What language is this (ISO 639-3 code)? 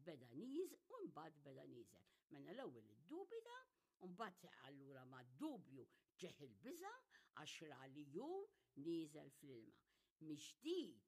mlt